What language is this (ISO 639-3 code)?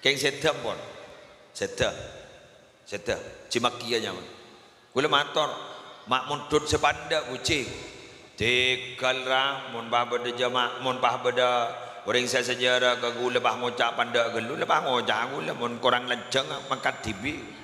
mad